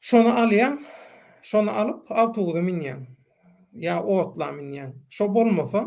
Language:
Turkmen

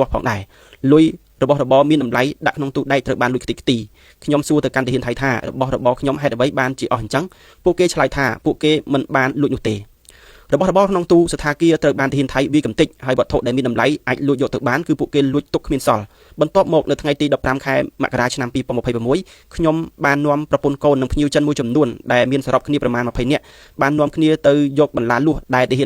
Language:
Khmer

